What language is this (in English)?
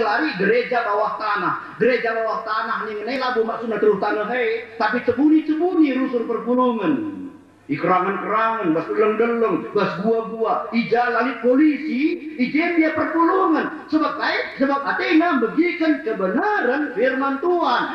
Batak Karo